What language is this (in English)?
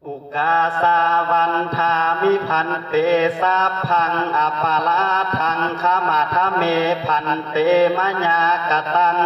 Pali